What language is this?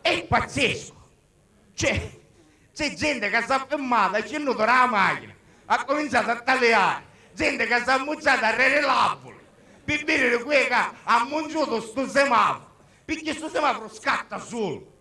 Sicilian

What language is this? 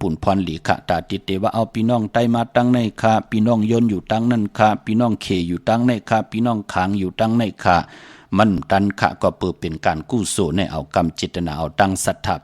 Shan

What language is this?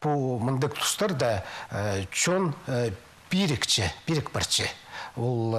Khakas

